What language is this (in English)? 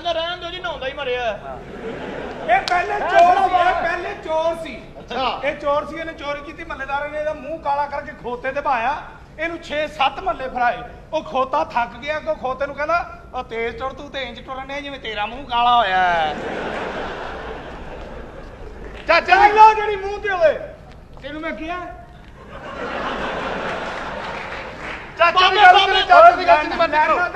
Punjabi